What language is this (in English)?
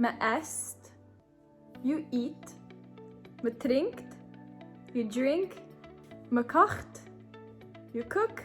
Yiddish